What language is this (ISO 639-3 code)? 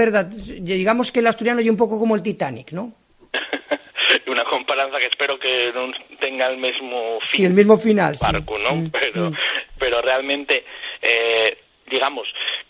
ast